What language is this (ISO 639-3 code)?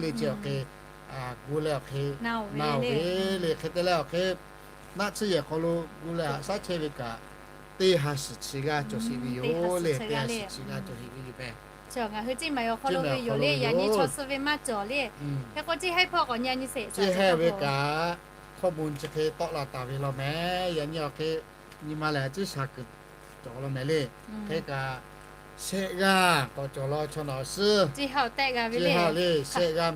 lhu